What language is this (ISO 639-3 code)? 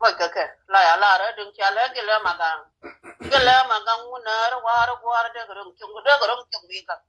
nus